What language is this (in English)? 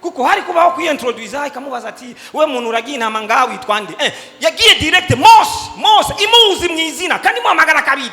Rundi